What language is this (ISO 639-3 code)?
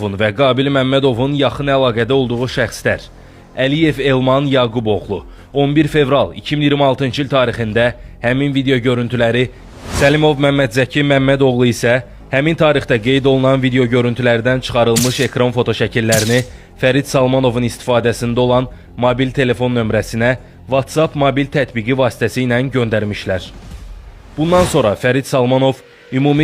aze